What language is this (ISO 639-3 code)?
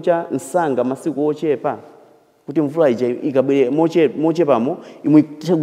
nya